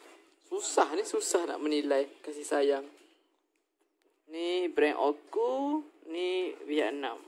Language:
Malay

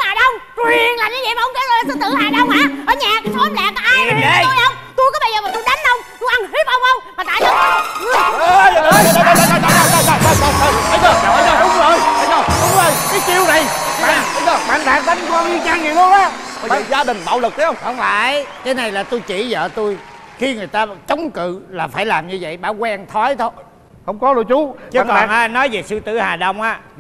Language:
Vietnamese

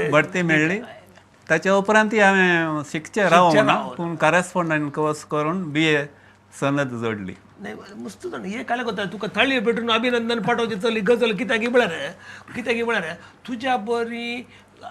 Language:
Konkani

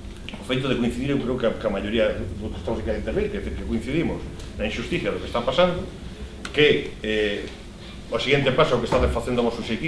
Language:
Galician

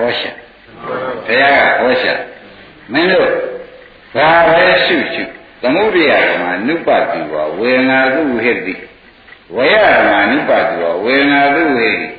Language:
Burmese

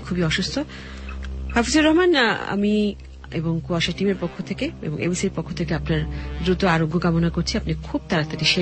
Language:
Bangla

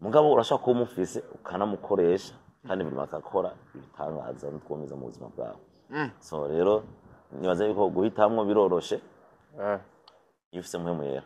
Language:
Rundi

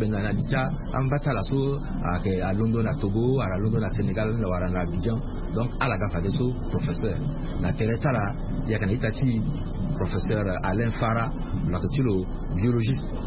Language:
Sango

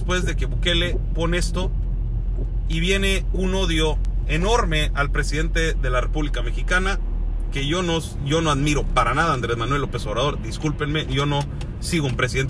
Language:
Spanish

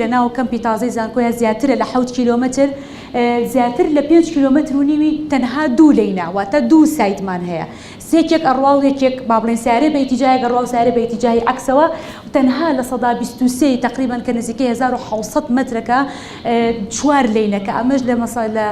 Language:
Central Kurdish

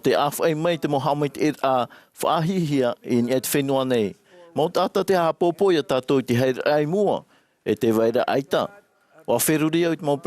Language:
Tahitian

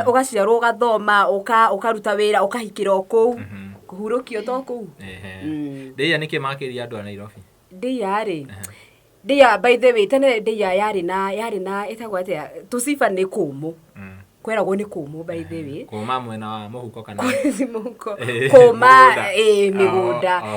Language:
Kikuyu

